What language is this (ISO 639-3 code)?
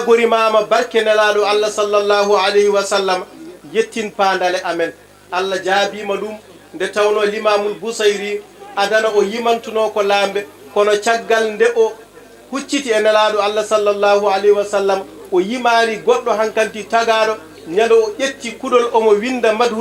ful